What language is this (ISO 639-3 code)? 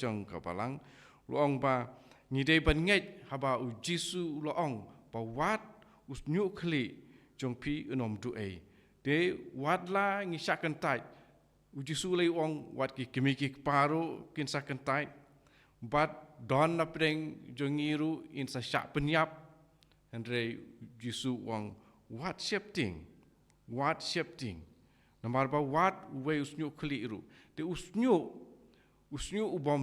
kha